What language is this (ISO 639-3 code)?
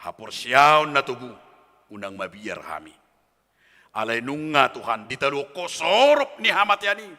bbc